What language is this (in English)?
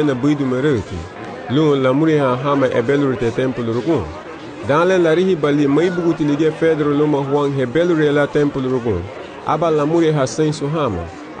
Garifuna